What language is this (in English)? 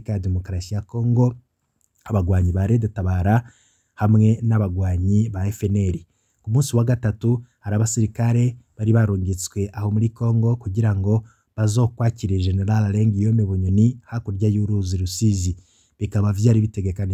Rundi